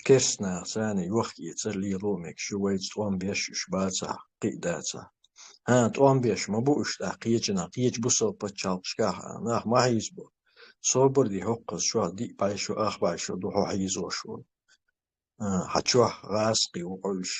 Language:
Chechen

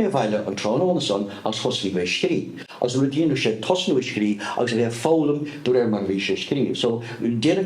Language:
Irish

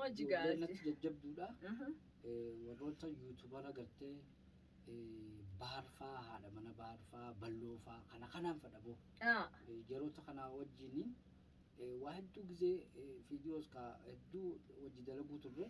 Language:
Oromo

